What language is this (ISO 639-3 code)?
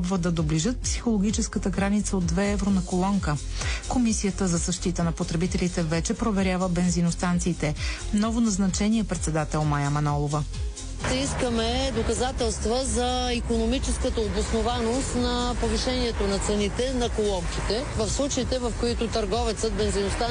bul